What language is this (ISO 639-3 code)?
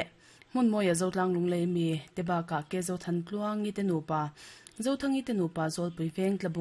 lus